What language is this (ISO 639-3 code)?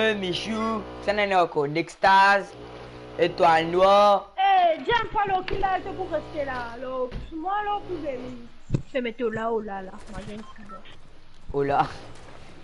mfe